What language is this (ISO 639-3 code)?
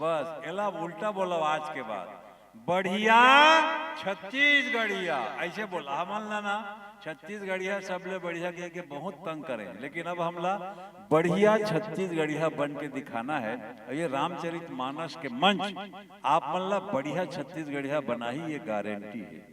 hne